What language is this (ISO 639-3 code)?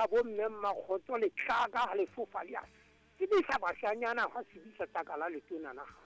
sot